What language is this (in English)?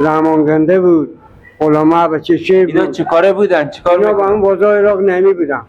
Persian